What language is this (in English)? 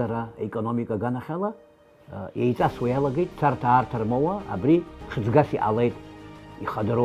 Abkhazian